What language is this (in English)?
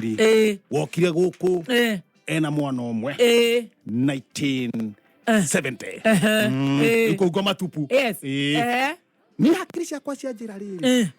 Kikuyu